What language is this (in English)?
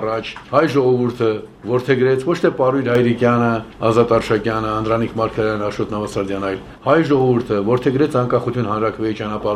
Armenian